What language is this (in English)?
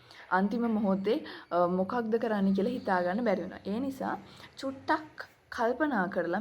Sinhala